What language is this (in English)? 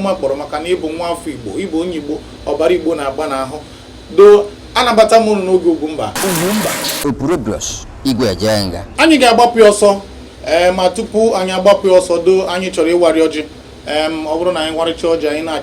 Igbo